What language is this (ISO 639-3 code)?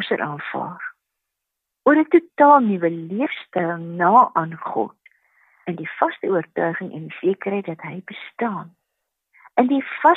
afr